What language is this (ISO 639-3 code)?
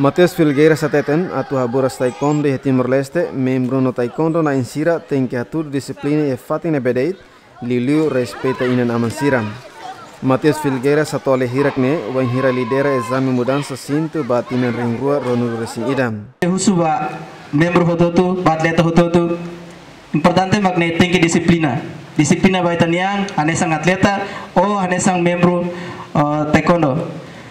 tet